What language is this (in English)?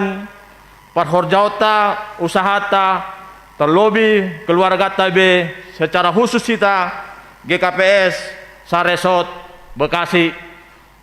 Batak Simalungun